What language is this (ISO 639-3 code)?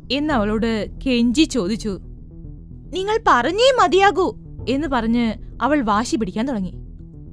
mal